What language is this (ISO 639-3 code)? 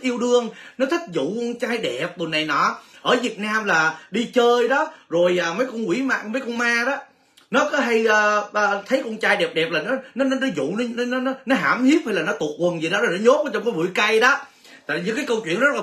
vie